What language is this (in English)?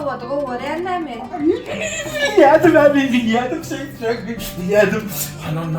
Turkmen